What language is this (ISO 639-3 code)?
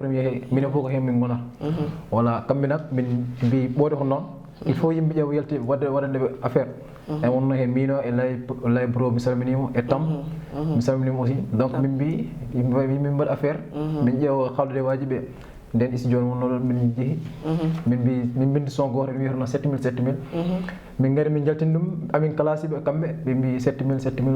ful